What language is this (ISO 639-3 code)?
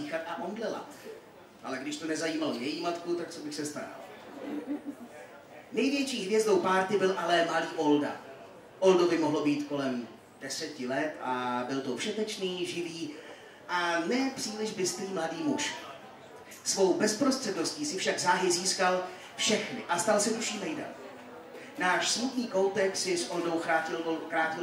ces